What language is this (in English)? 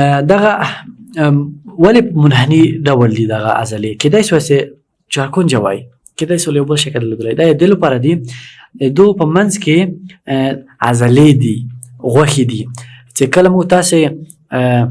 Pashto